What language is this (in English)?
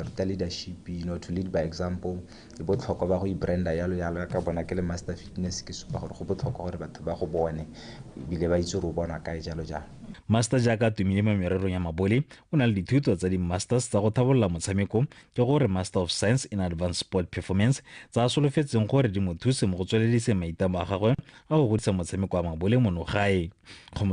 Tswana